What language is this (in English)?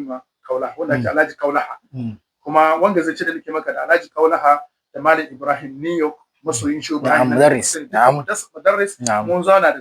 Hausa